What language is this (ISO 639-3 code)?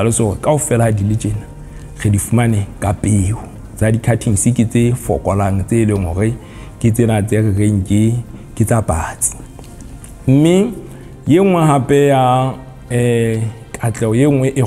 sot